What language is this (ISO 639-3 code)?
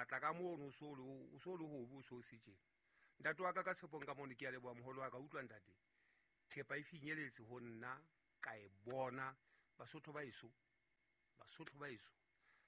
sot